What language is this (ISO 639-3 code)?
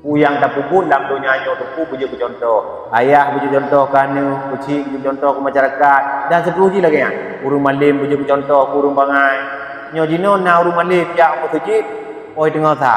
ace